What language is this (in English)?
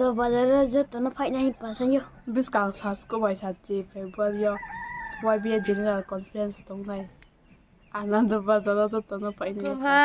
Riang (India)